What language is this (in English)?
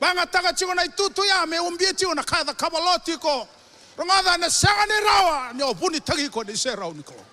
Fijian